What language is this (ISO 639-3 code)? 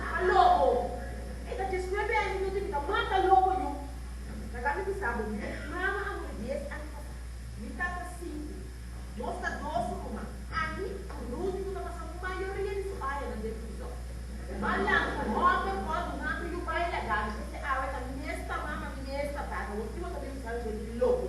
pap